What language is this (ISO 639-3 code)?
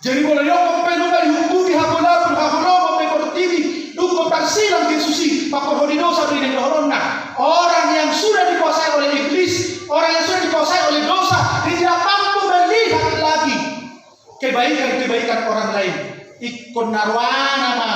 bbc